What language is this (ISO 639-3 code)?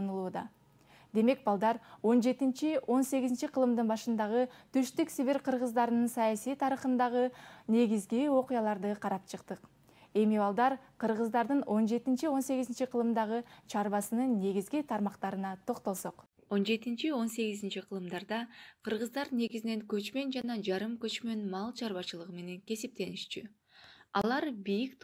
kir